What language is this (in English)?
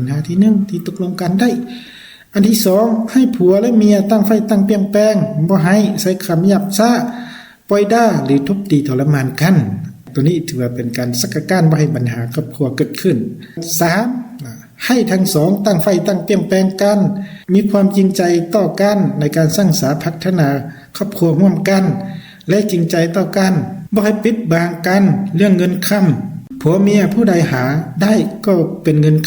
Lao